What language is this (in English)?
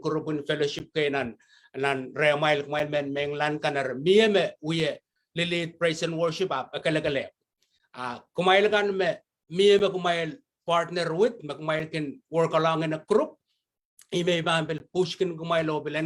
Pohnpeian